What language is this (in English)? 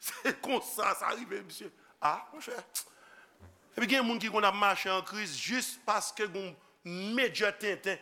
Haitian Creole